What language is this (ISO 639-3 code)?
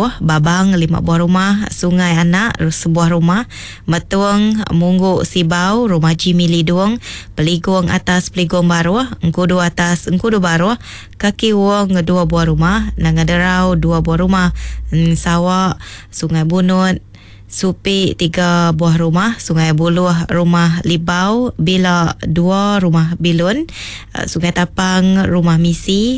iba